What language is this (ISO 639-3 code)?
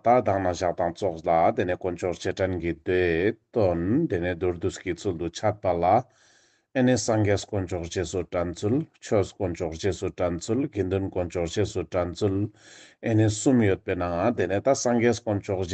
lbj